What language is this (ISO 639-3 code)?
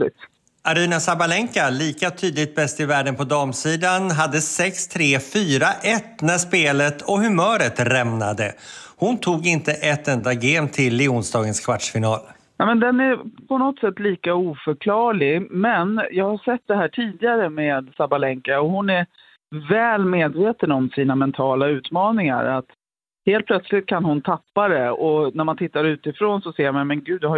swe